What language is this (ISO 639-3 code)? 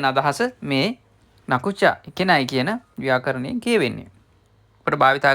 sin